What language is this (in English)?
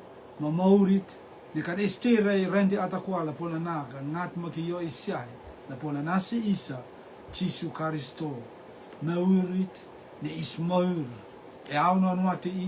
Rotuman